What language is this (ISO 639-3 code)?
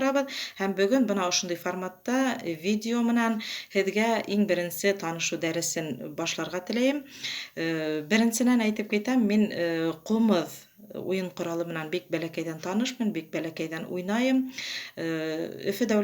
bak